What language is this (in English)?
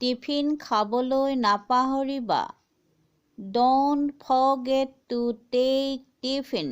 Assamese